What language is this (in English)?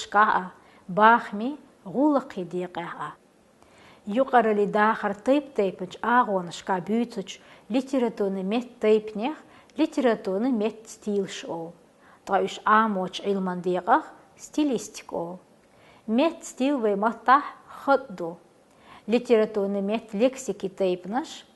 Chechen